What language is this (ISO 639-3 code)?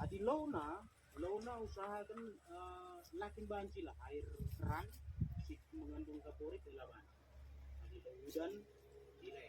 btx